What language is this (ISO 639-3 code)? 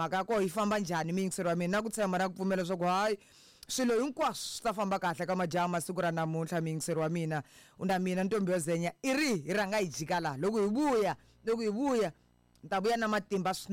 tso